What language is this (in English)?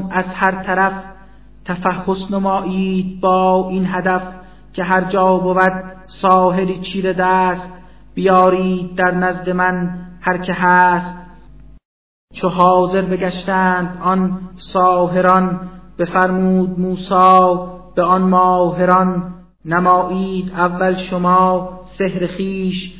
Persian